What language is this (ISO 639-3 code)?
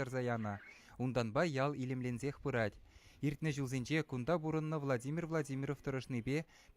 chv